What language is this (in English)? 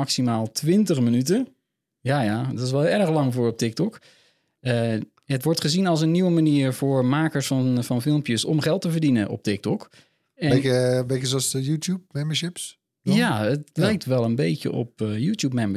Dutch